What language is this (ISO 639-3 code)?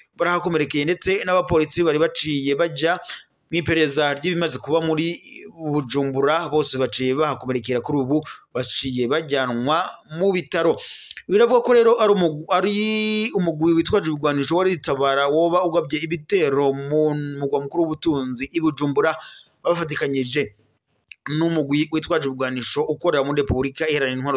run